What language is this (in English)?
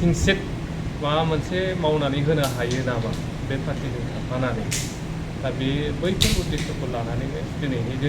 Bodo